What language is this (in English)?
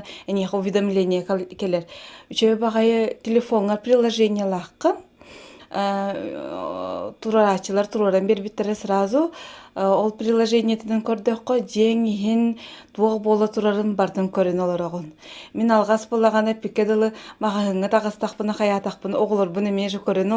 Yakut